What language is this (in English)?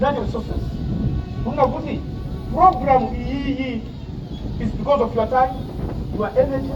Nyanja